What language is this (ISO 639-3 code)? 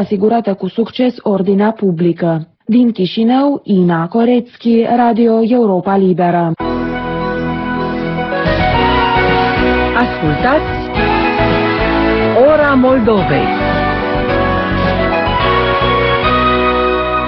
ron